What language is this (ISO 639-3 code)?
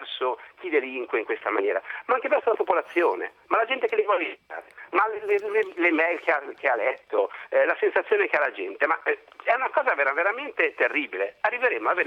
ita